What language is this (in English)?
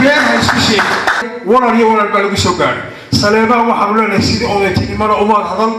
Somali